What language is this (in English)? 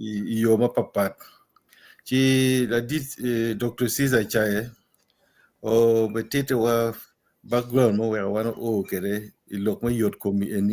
Acoli